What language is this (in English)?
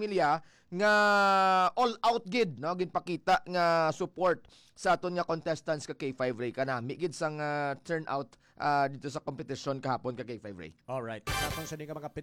Hiligaynon